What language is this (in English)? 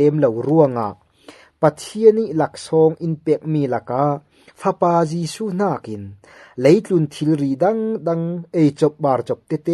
Falam Chin